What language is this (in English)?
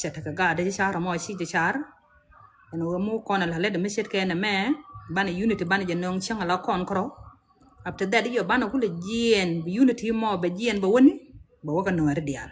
Nuer